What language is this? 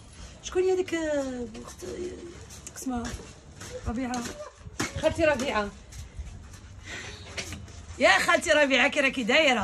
Algerian Arabic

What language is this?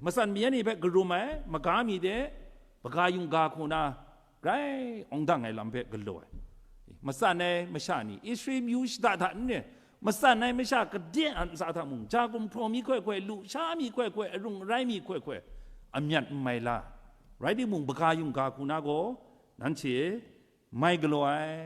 Kachin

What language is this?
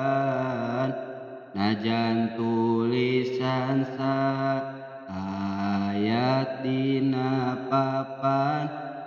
Sundanese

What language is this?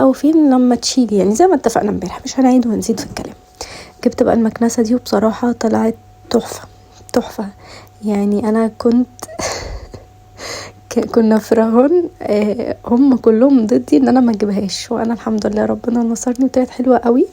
Egyptian Arabic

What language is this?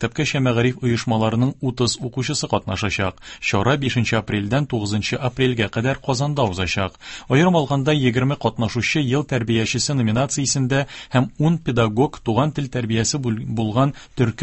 Tatar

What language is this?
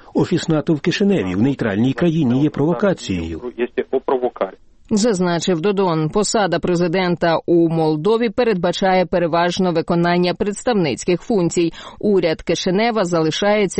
Ukrainian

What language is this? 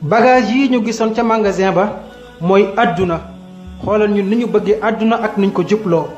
Wolof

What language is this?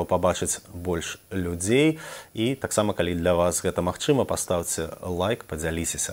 Belarusian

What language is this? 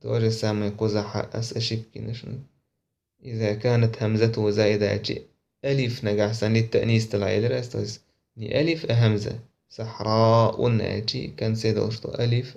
Chechen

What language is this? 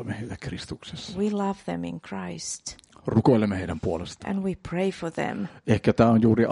Finnish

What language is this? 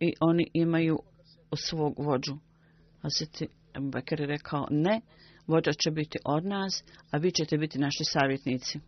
Bosnian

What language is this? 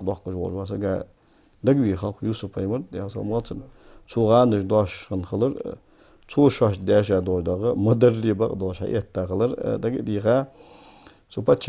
Ingush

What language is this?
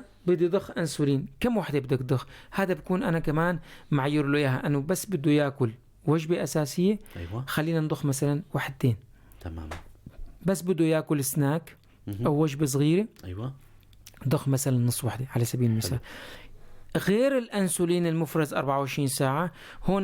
North Levantine Arabic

